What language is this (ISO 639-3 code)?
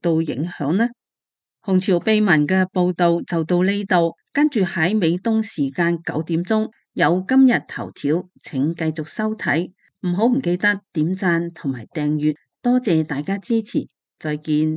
yue